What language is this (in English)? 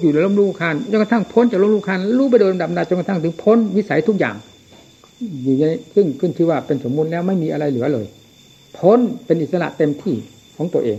Thai